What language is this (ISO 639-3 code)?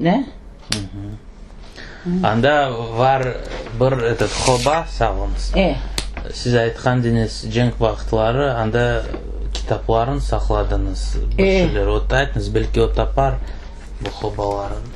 crh